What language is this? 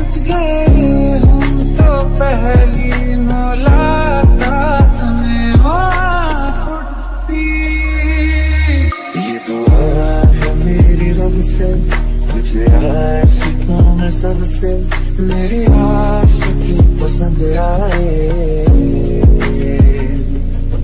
Hindi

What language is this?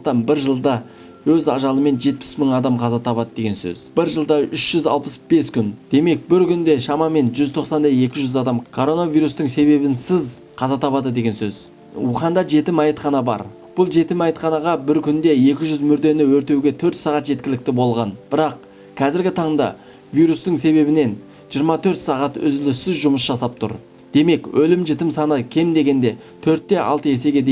Kazakh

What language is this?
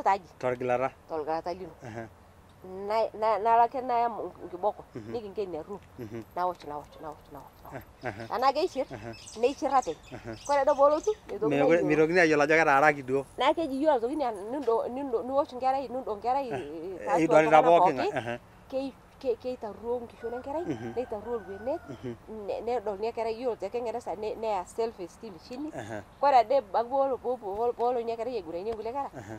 Masai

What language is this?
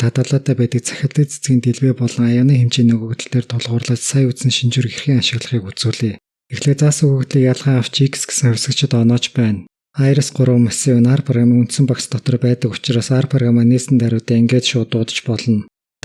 Mongolian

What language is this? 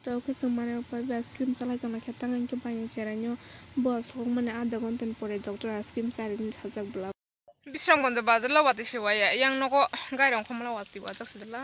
Kok Borok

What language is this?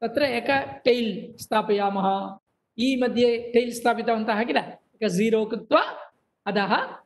Sanskrit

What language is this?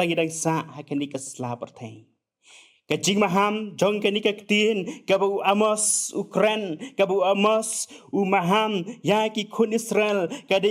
Khasi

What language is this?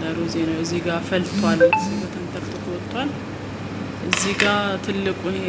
Amharic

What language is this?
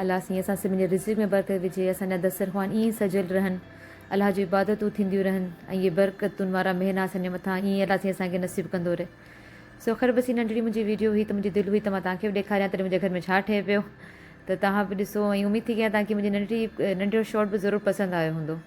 Sindhi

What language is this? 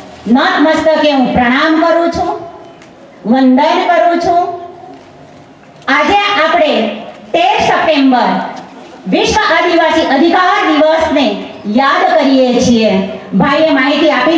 Gujarati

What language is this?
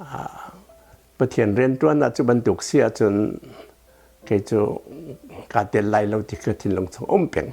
Hakha Chin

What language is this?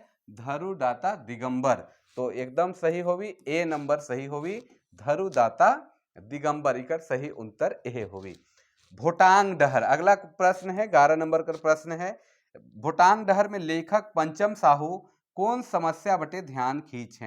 Sadri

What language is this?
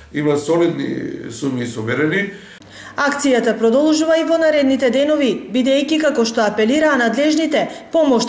Macedonian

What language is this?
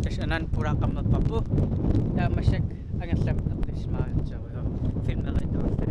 Kalaallisut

